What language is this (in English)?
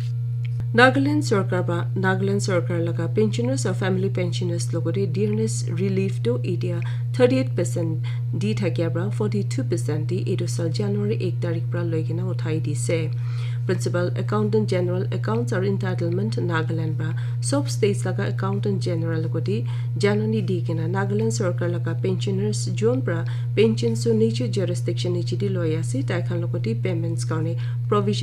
Naga Pidgin